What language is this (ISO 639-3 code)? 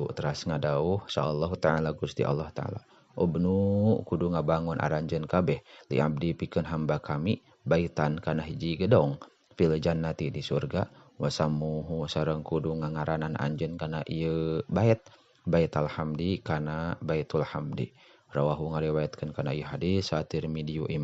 sun